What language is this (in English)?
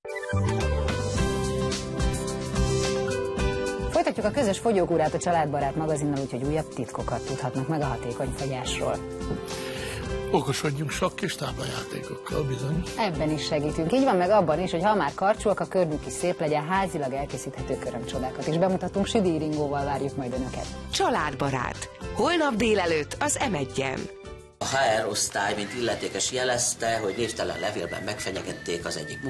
Hungarian